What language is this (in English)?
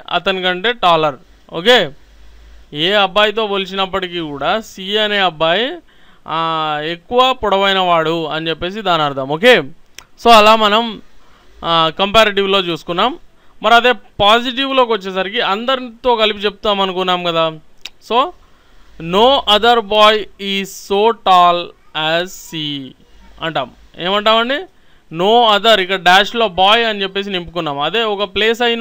Telugu